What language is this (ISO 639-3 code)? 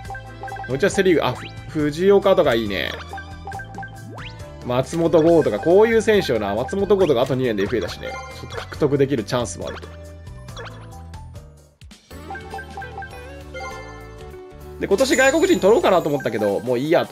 jpn